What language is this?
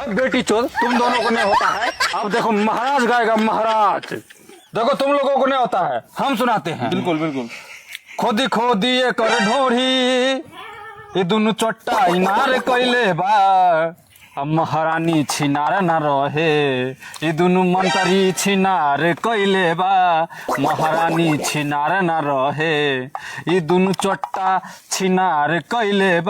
Maithili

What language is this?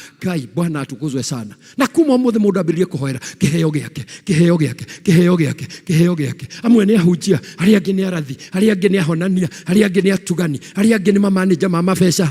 Kikuyu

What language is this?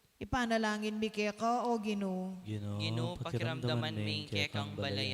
Pampanga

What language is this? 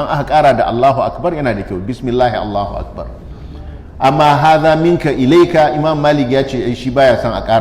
Hausa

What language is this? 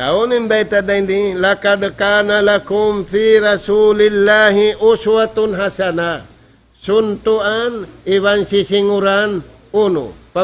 Tausug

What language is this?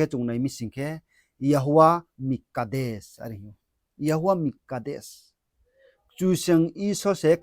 Riang (India)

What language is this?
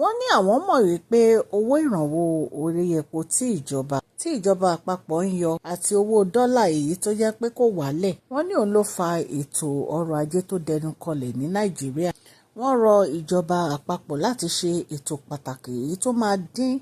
Yoruba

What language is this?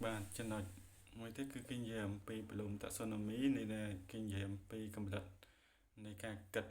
Khmer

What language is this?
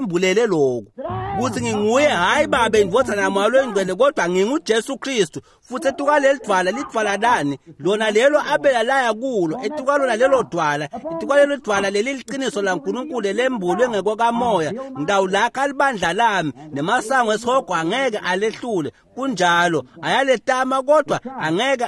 Swati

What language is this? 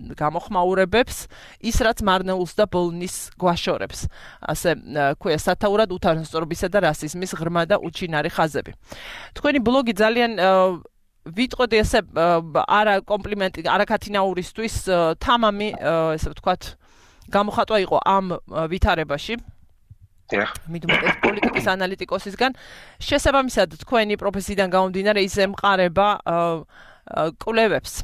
Georgian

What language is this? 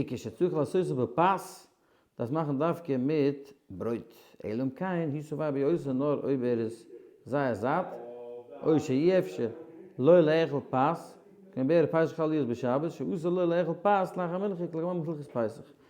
Yiddish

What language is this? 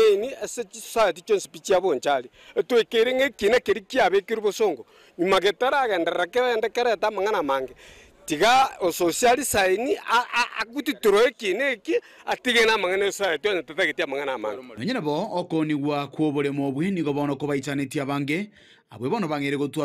Gusii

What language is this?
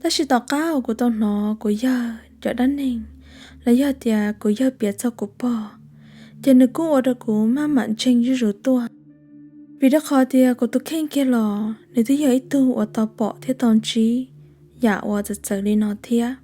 Hmong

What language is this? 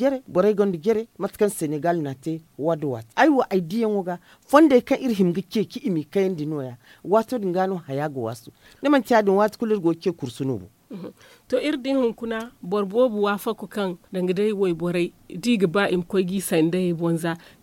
Zarma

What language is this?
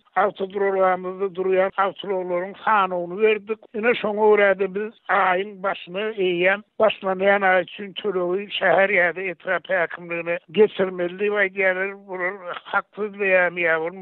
Turkmen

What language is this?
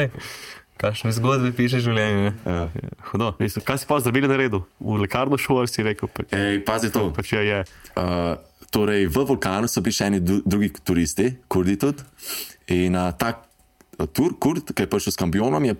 Slovenian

